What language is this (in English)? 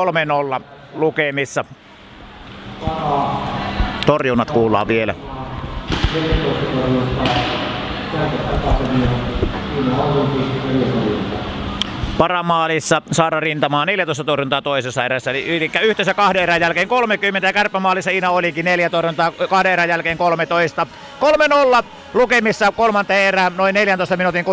Finnish